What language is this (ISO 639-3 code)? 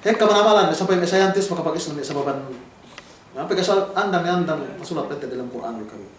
yka